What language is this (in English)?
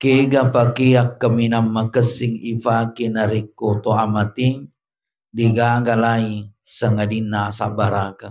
Buginese